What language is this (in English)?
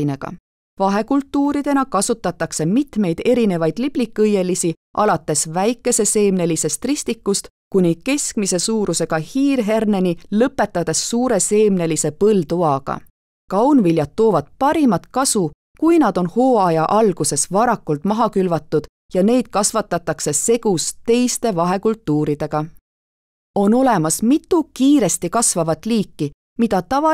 Estonian